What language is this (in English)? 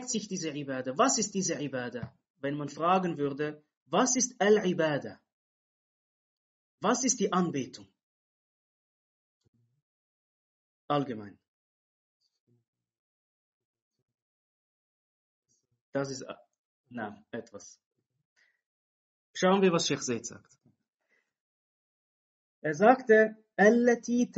German